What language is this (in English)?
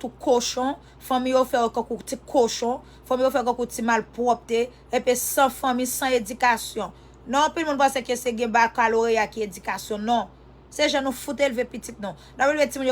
Haitian Creole